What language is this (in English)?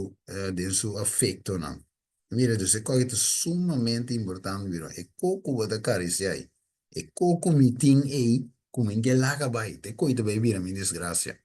Papiamento